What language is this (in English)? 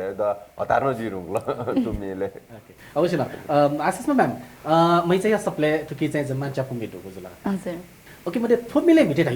Newari